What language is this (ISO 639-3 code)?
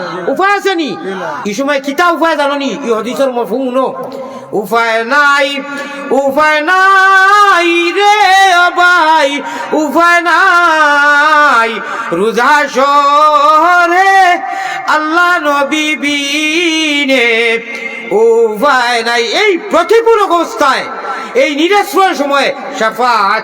syl